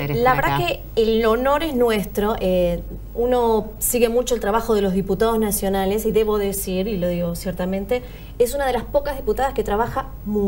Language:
Spanish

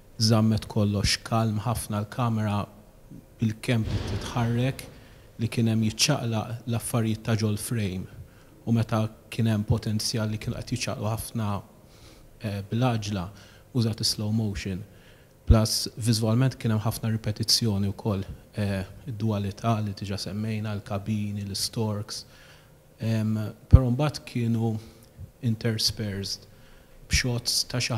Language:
Maltese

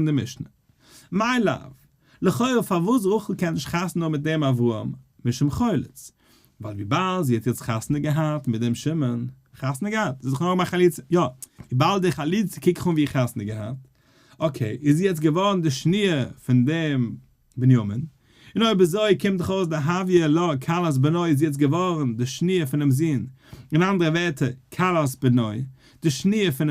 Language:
Yiddish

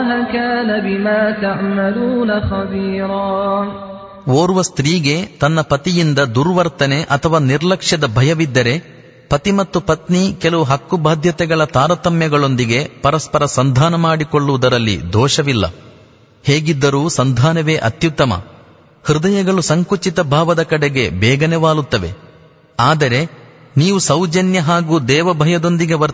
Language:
Kannada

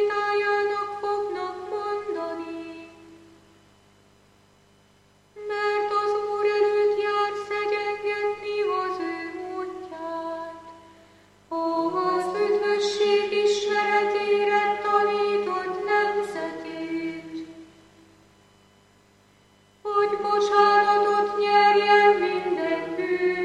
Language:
Hungarian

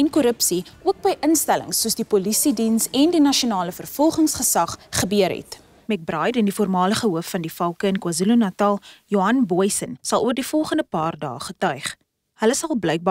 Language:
Afrikaans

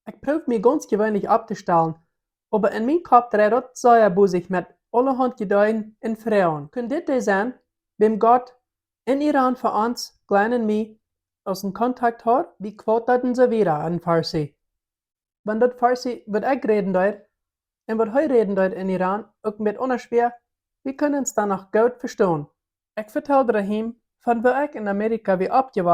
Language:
Plautdietsch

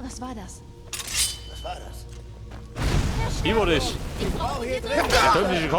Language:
Bavarian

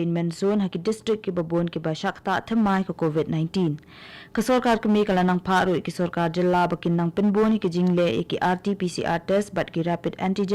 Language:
Khasi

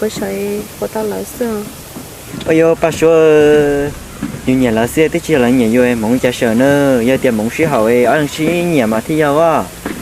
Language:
Hmong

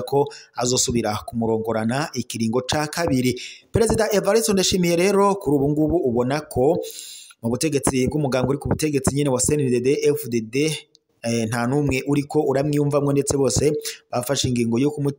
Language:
Rundi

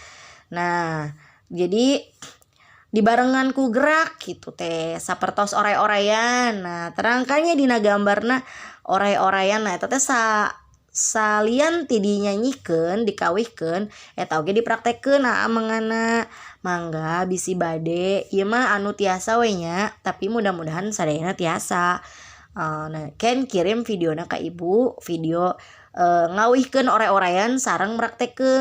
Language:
Sundanese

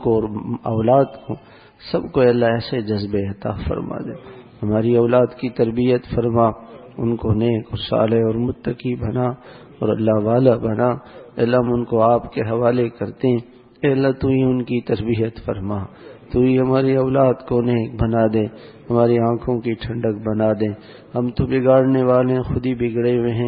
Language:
Urdu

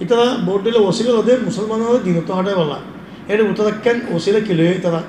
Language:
Rohingya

